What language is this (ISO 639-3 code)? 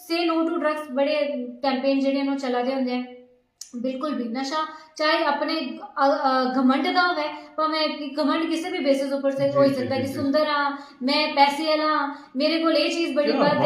doi